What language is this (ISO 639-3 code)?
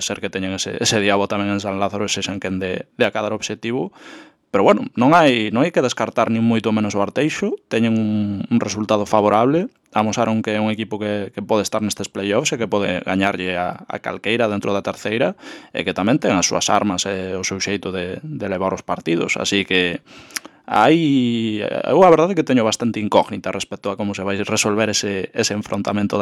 glg